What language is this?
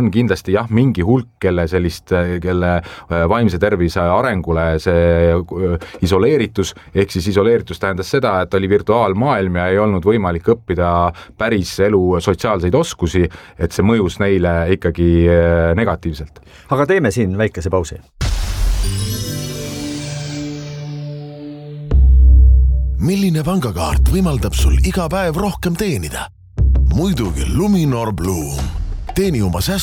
Estonian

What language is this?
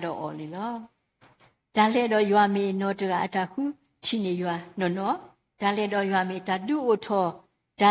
S'gaw Karen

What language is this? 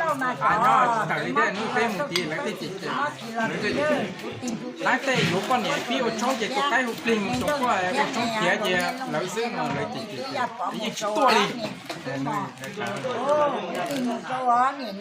Hmong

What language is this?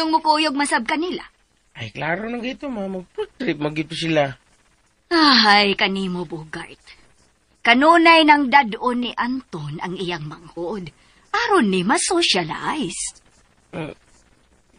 Cebuano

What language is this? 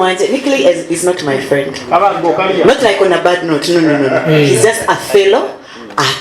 Nyankole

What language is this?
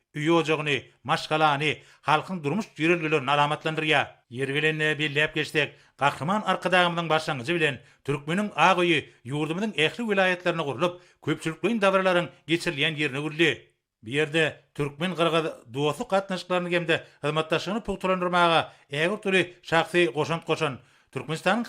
Turkmen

